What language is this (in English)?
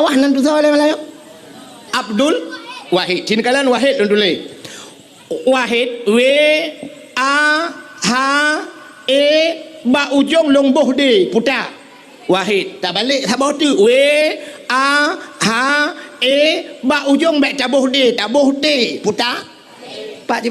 Achinese